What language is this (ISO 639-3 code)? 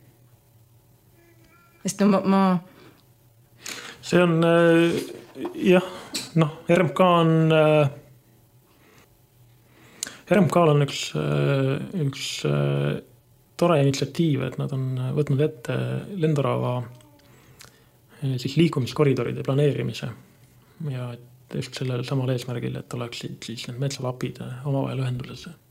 est